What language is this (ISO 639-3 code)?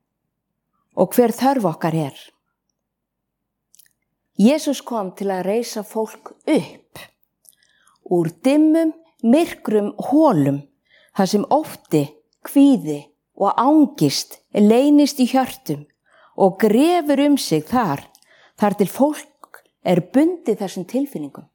isl